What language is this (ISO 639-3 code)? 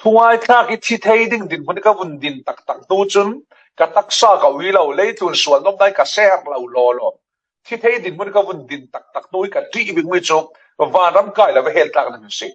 cfm